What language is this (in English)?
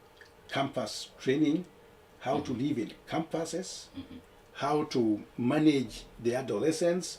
Luo (Kenya and Tanzania)